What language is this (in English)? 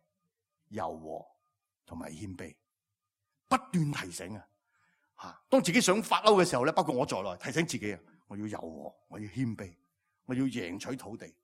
Cantonese